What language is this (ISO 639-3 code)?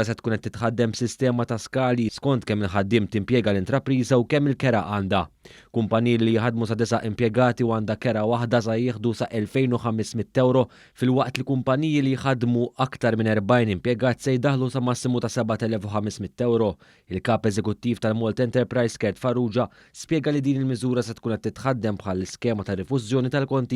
mlt